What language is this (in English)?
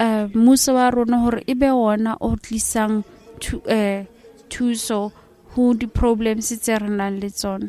Southern Sotho